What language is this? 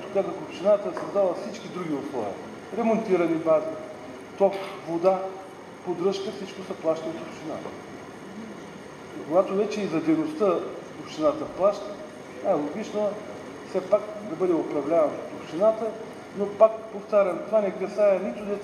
Bulgarian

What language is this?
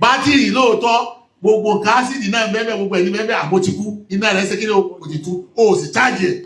Yoruba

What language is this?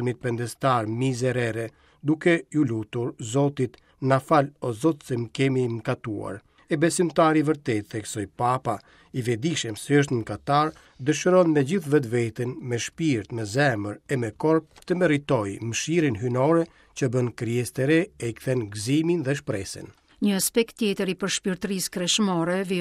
Albanian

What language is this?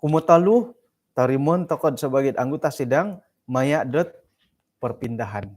Central Dusun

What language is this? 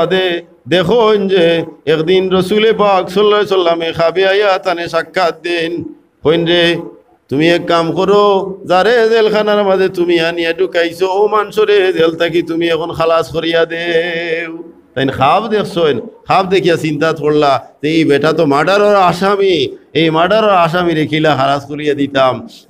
Sylheti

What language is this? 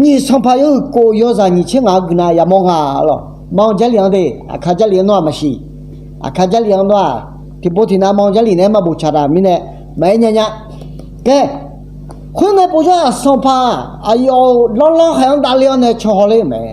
Akha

